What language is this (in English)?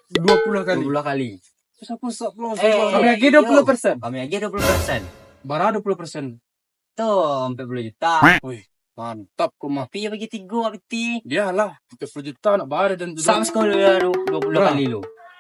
Minangkabau